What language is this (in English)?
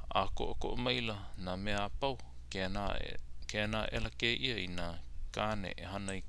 Hawaiian